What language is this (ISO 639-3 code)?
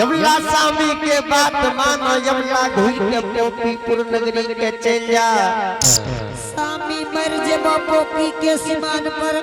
anp